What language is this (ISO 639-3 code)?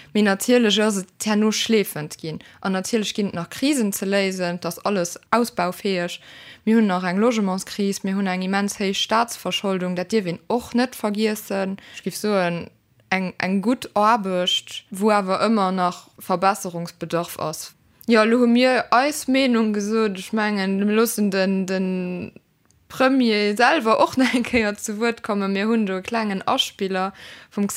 ltz